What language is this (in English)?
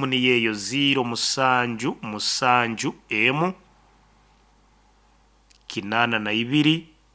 Nyoro